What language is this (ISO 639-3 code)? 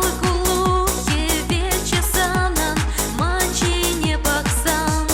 chv